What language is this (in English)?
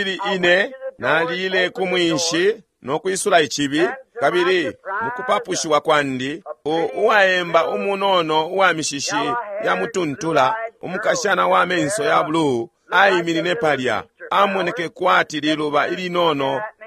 Bemba